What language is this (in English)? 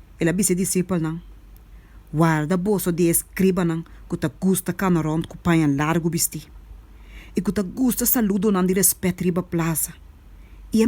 Papiamento